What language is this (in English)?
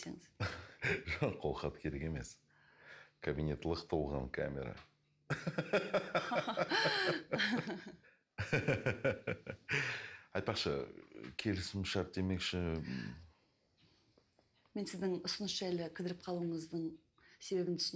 Kazakh